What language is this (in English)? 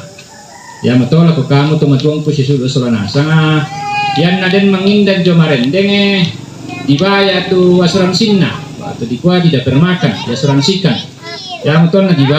Toraja-Sa'dan